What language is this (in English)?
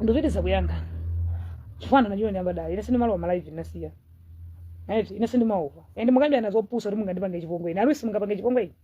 Nyanja